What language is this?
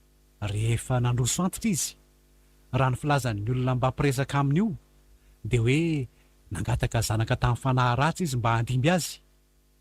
Malagasy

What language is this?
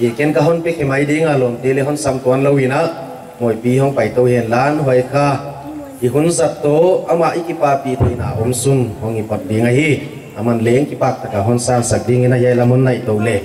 Paite Chin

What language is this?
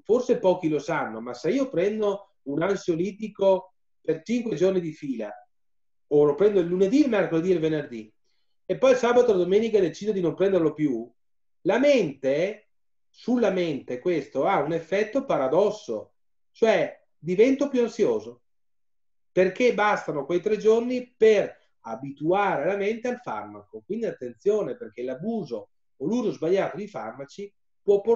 Italian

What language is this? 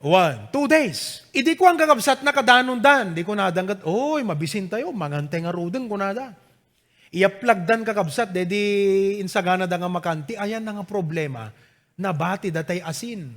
Iloko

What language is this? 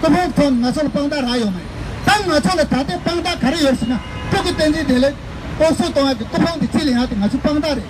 Tibetan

